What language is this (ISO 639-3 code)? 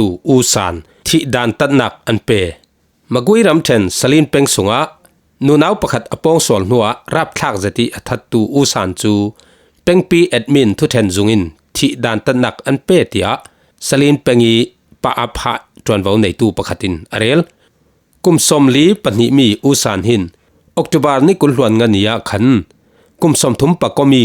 cfm